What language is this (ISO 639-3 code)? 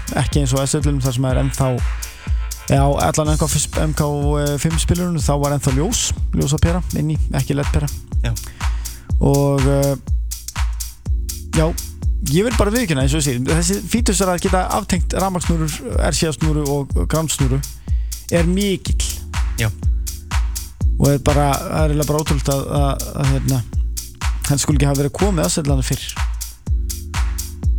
isl